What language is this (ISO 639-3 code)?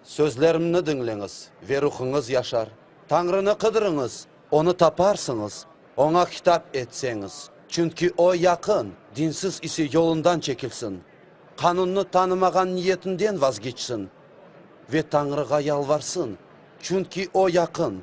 crh